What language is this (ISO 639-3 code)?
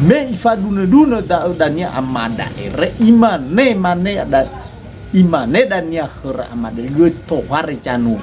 nia